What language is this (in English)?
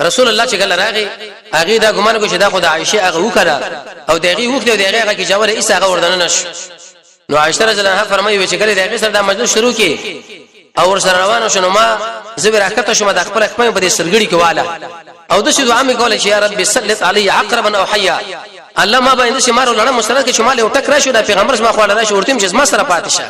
Pashto